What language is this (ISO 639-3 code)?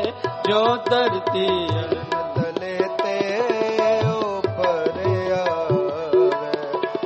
pan